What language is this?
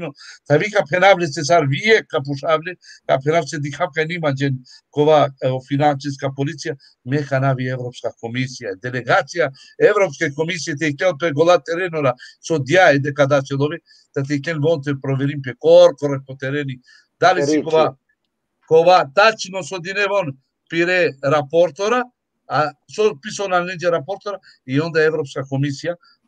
Balkan Romani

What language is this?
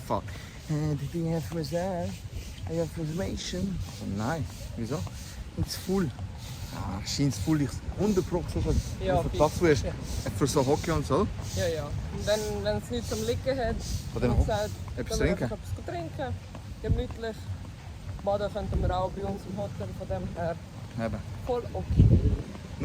Swiss German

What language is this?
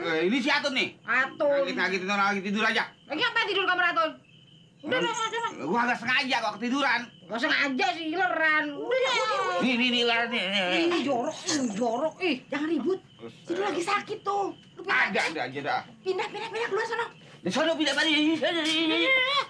Betawi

